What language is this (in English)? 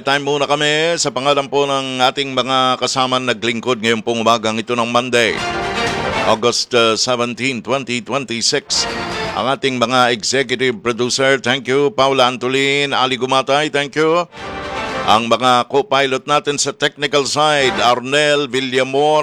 Filipino